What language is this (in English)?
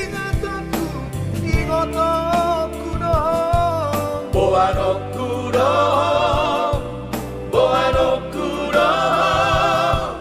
Batak Toba